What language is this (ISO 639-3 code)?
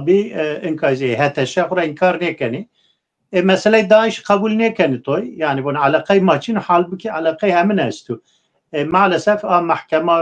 zza